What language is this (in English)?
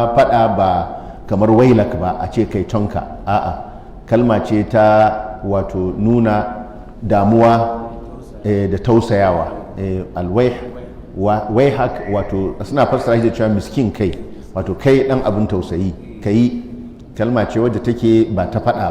Hausa